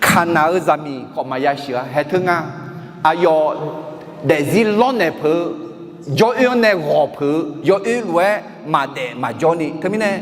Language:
Akha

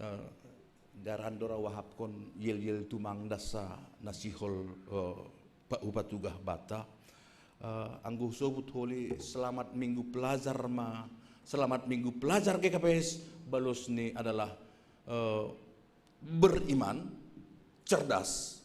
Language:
Batak Simalungun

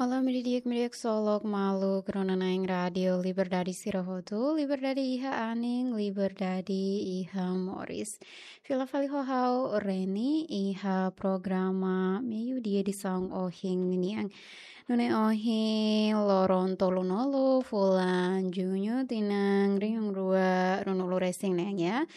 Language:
Tetum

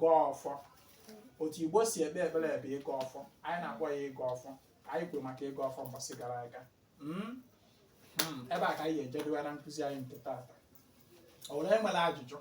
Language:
Igbo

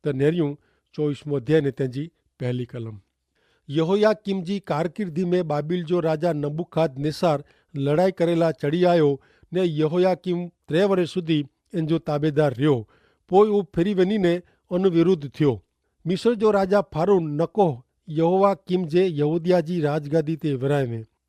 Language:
Kachhi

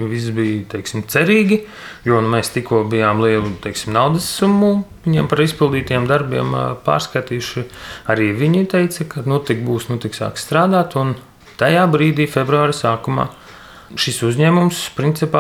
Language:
Latvian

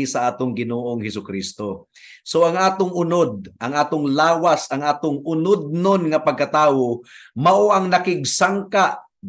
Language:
Cebuano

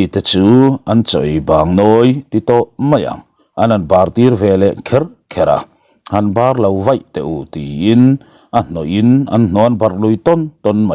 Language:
Mizo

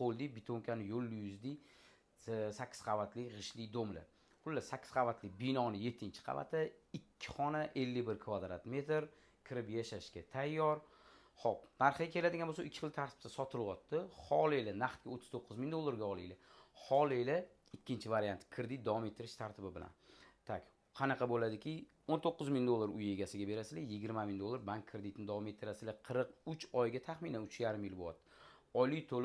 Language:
Uzbek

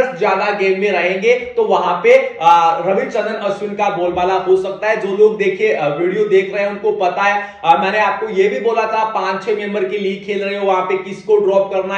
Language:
Hindi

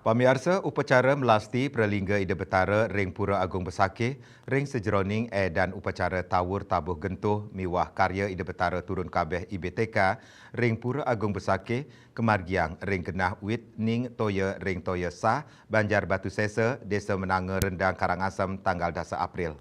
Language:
Balinese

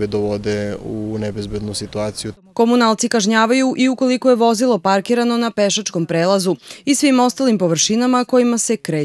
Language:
Serbian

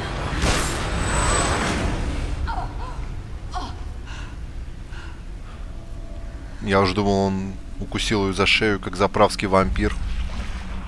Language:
Russian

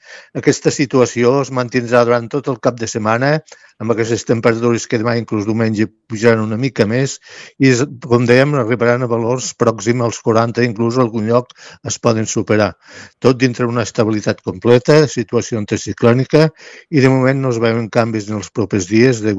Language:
Catalan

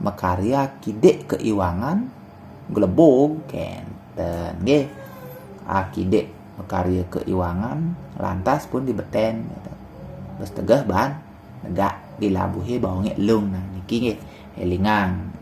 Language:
Balinese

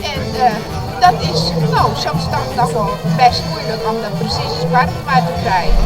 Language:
Western Frisian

